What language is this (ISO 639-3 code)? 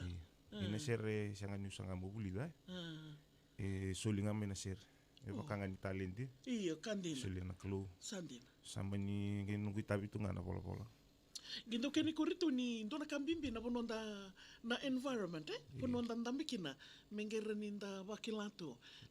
fij